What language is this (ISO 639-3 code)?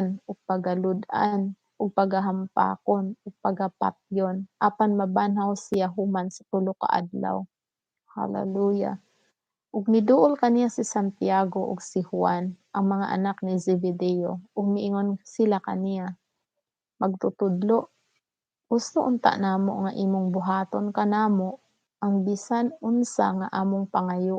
ceb